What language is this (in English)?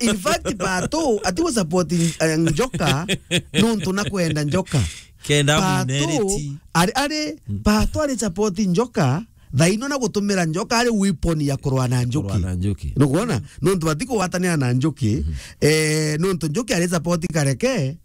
Meru